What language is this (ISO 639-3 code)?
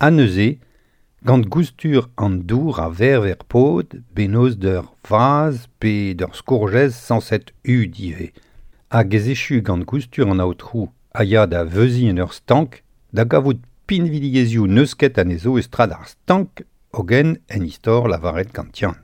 bre